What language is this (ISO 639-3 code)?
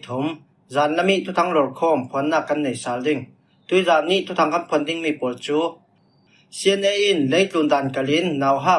cfm